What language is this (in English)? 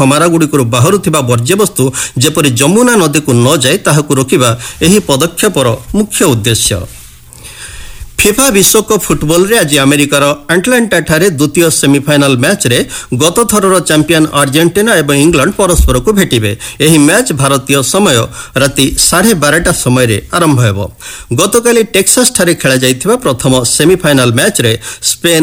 Odia